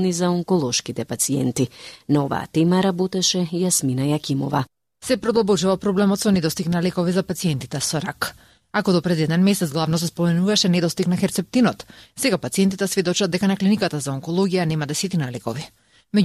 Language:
Macedonian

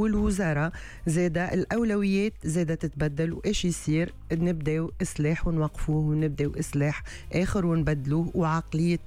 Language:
Tunisian Arabic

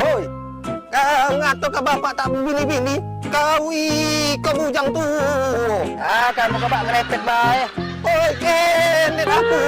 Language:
Musi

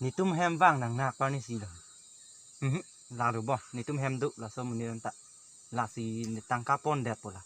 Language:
Karbi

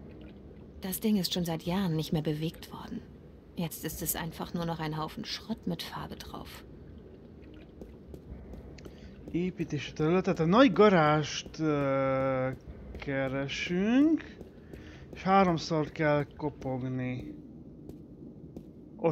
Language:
Hungarian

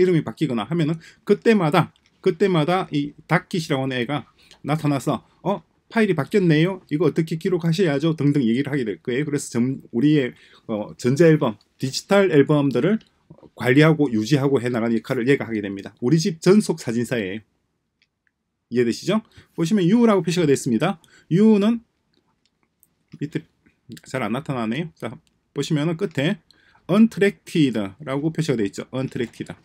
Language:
Korean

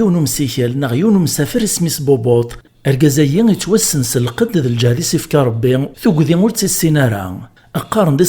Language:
Kabyle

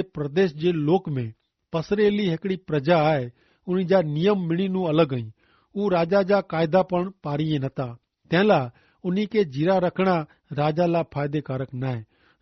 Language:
Kachhi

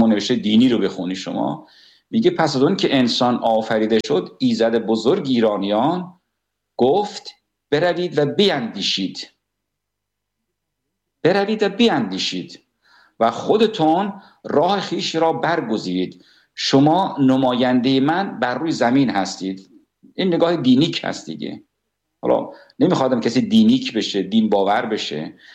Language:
Persian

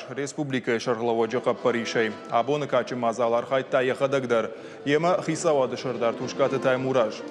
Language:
Ossetic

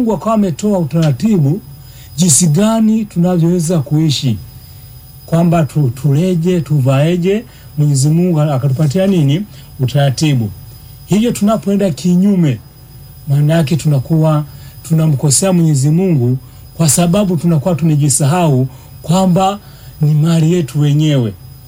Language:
Swahili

